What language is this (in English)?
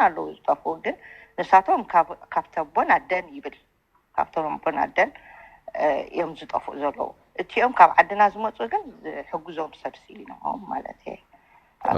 Tigrinya